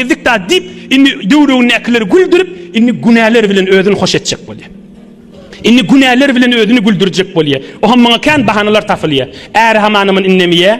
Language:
Turkmen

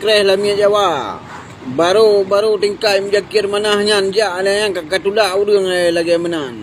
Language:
Achinese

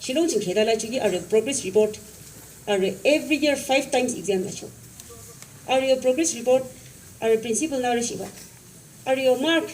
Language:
Yimchungru Naga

